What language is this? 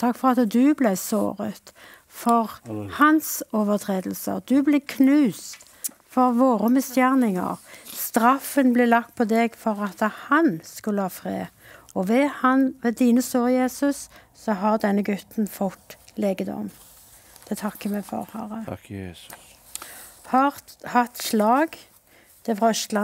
Norwegian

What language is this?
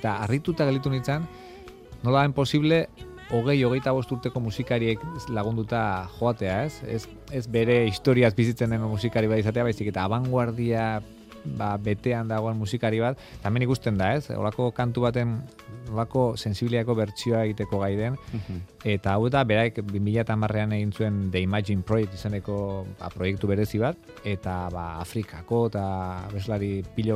Basque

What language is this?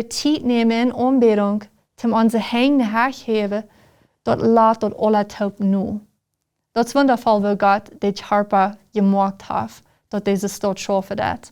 Plautdietsch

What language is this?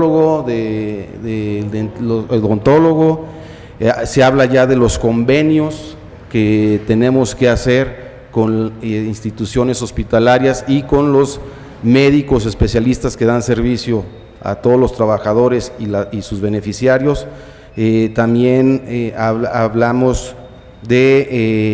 Spanish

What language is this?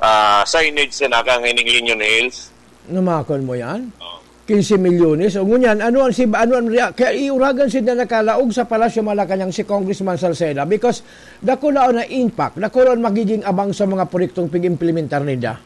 Bikol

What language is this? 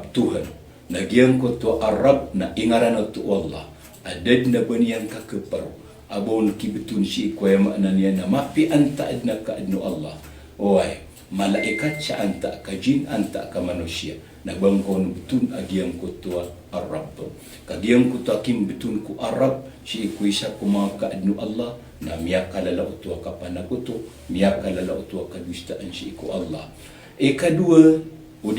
Maranao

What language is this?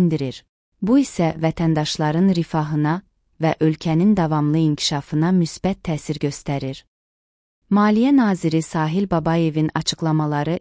Azerbaijani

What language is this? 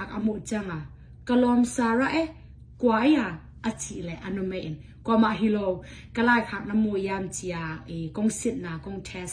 Tedim Chin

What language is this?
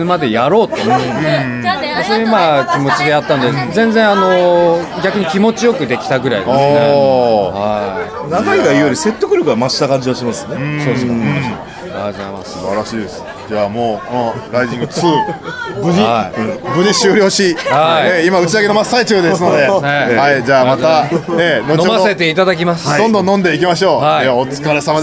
Japanese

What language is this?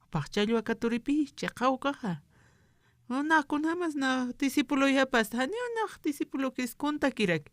Aymara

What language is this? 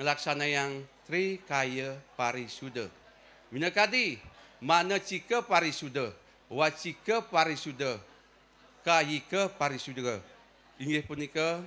Balinese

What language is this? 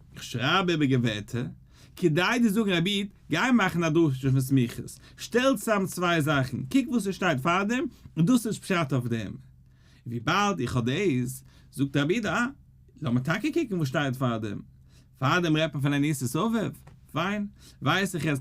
Yiddish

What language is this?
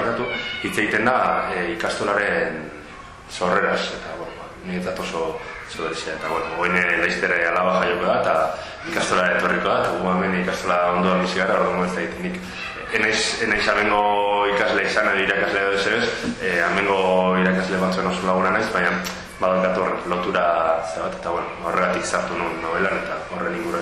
Basque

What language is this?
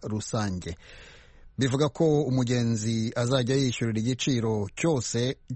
Kinyarwanda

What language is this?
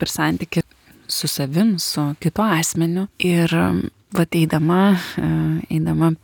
Lithuanian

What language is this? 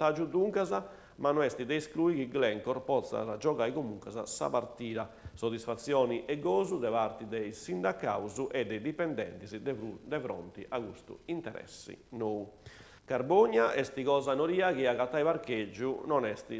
Sardinian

